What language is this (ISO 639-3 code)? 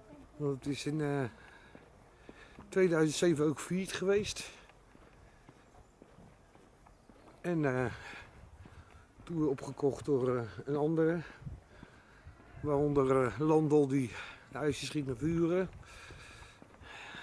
nld